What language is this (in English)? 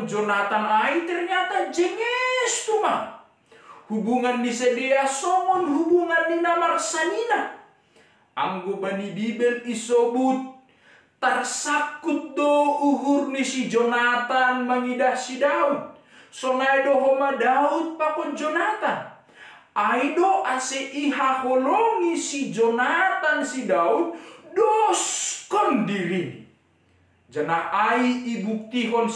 Batak Simalungun